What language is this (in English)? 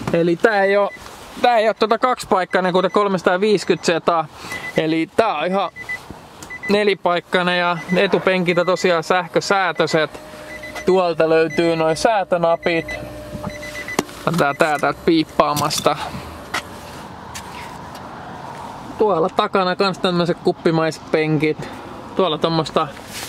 Finnish